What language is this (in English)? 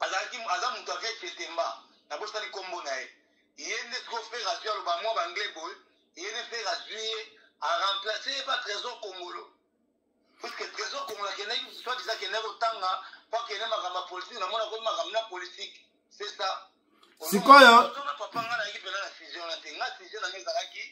Lingala